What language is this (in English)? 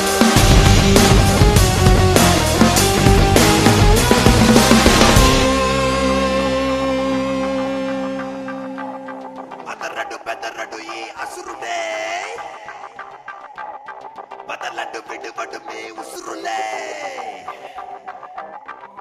Telugu